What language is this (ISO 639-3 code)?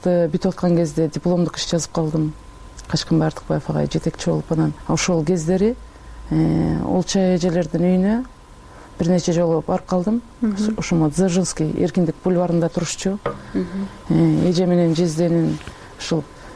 kir